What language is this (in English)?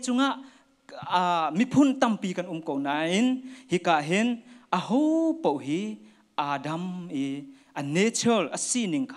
Hakha Chin